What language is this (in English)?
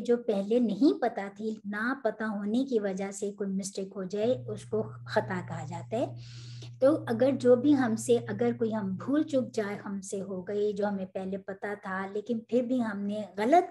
Urdu